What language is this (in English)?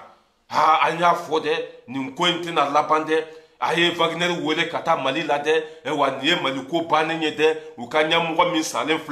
Bambara